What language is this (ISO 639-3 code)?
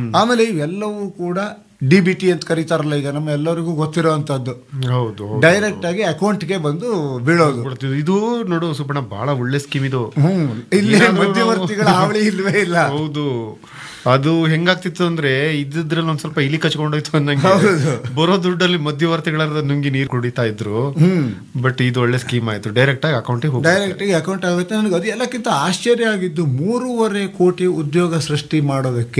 kan